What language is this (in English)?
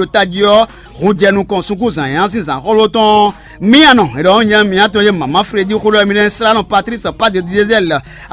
Fon